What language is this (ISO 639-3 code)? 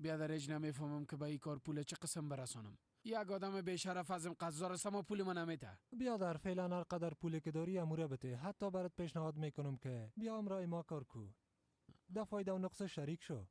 fas